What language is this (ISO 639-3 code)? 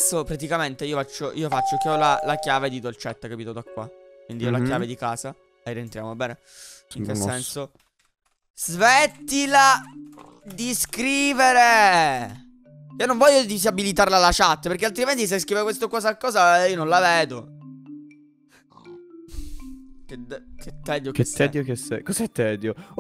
ita